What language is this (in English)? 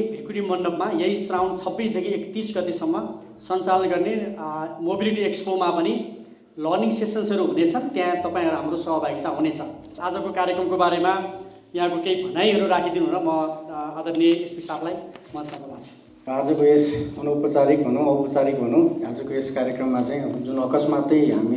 Nepali